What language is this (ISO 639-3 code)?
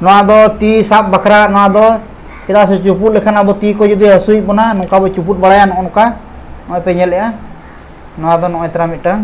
sat